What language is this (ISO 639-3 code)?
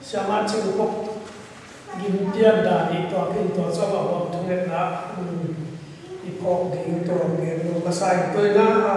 ctd